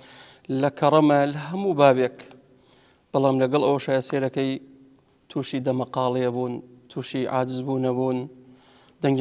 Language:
Central Kurdish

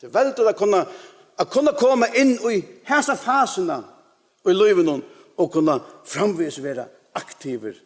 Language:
Faroese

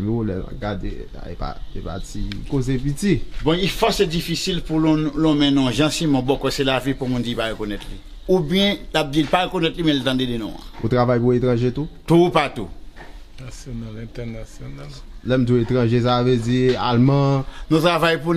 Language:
Haitian Creole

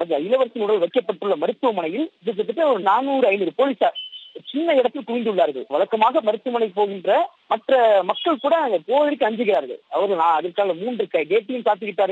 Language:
Tamil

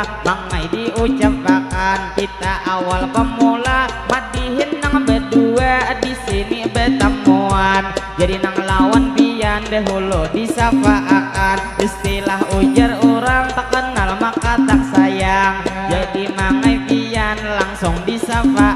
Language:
Banjar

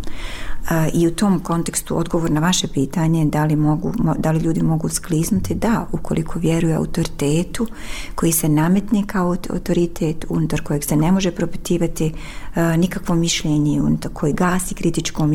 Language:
Bosnian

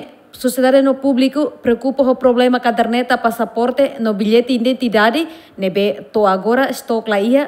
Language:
Tetum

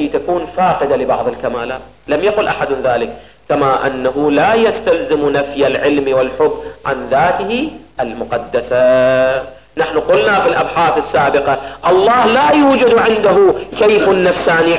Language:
Arabic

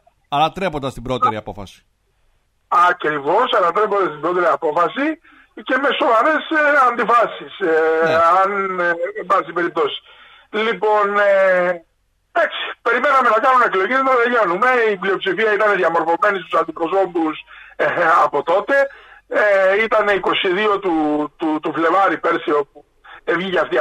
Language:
Greek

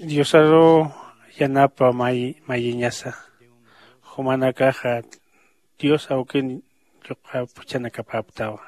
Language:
Aymara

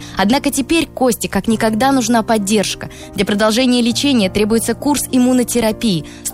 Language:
Russian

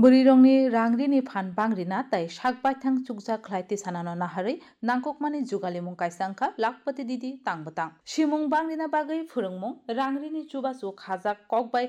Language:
Kok Borok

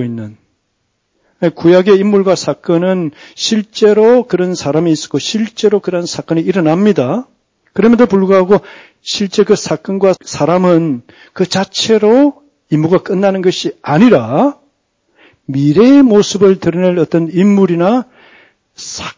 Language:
Korean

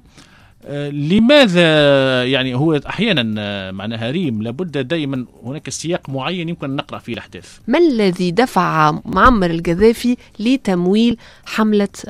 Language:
Tunisian Arabic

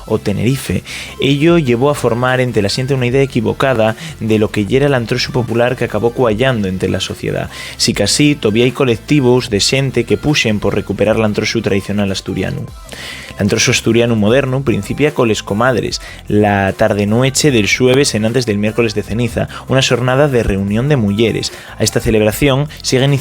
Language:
Asturian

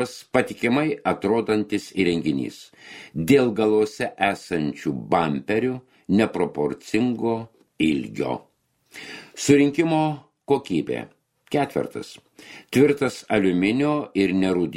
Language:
Lithuanian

